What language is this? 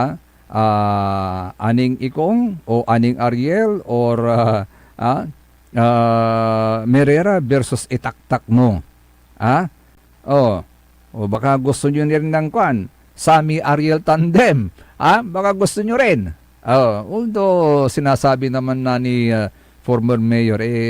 Pangasinan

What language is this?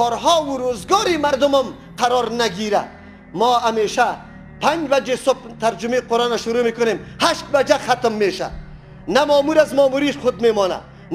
Persian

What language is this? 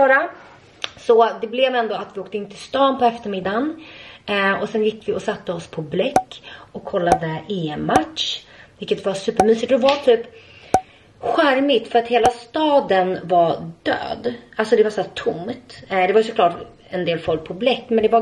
Swedish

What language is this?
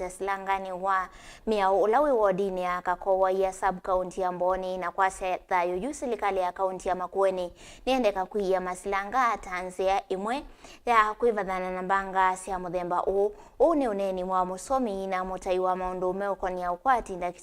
Kamba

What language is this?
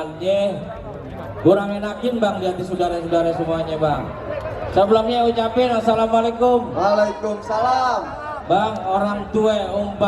Betawi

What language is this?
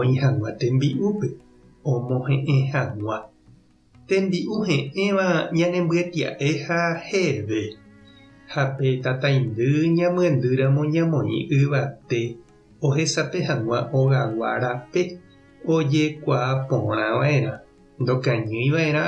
Guarani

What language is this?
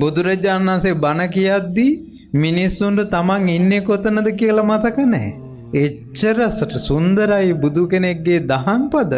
Sinhala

